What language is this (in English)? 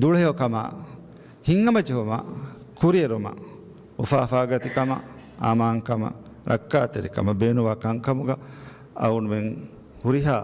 Divehi